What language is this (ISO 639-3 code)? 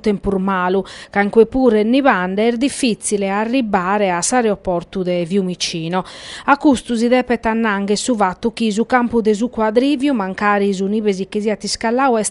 srd